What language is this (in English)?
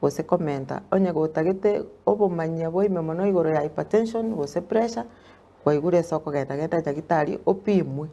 Gusii